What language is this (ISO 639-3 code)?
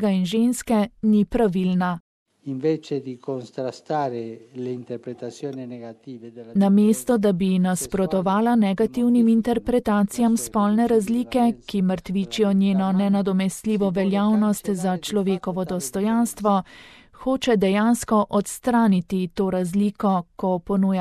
slv